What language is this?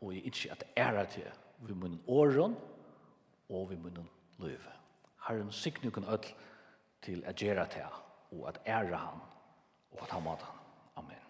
Faroese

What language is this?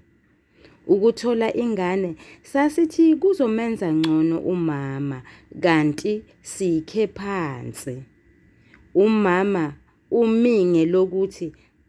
Zulu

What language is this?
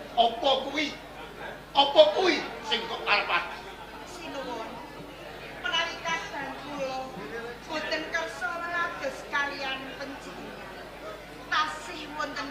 Javanese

